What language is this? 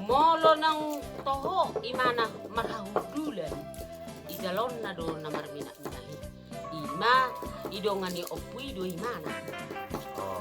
Batak Toba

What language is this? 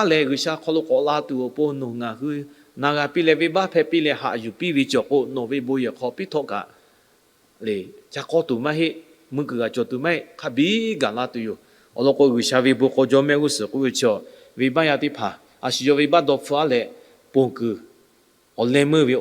Lahu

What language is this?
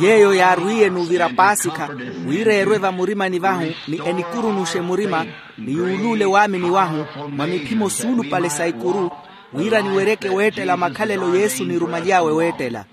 Makhuwa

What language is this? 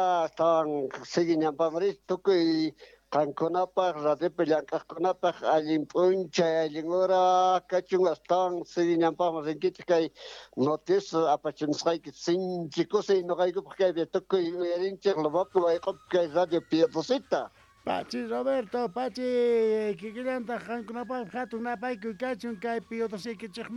Quechua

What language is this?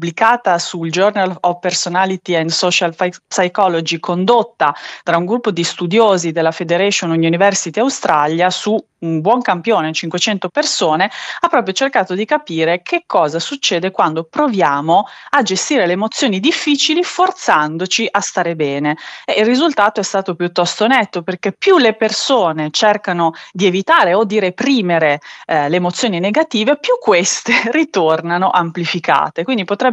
Italian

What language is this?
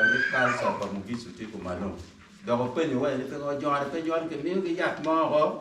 Acoli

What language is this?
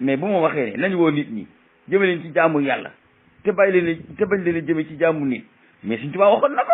Wolof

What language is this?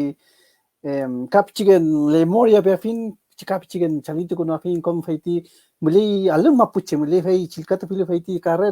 Mapuche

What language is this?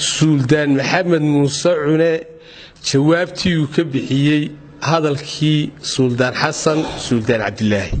Somali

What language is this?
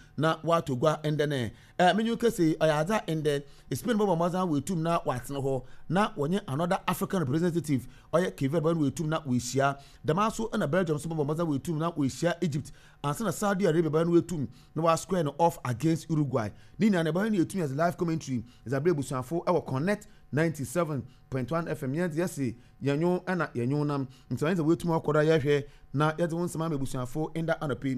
Akan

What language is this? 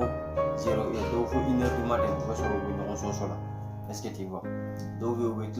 Bambara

